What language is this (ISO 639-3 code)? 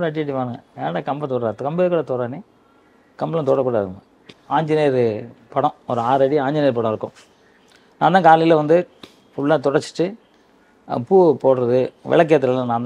tam